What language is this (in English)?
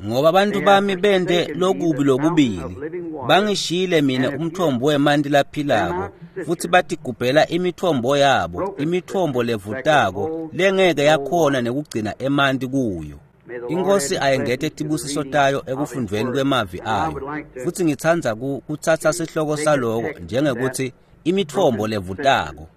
Swati